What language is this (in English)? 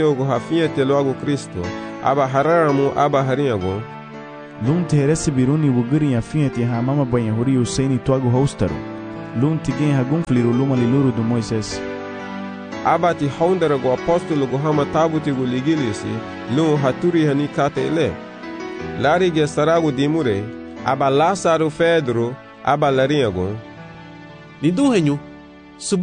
Garifuna